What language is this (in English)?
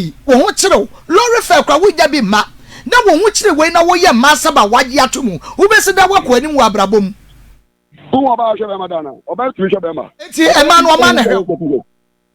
Akan